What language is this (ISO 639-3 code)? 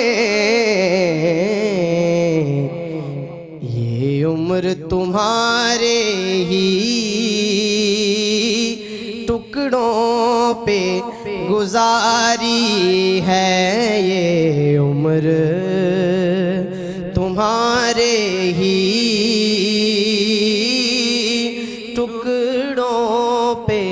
urd